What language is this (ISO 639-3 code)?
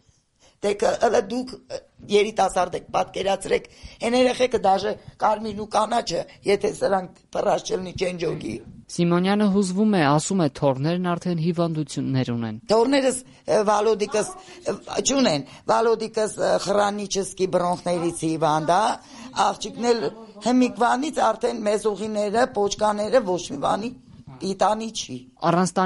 hye